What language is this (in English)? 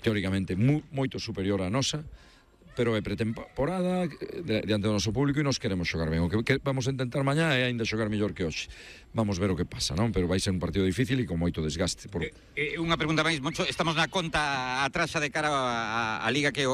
Galician